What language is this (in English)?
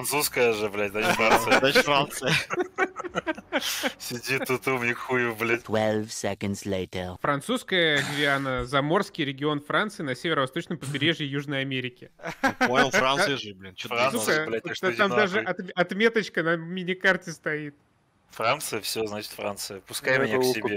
Russian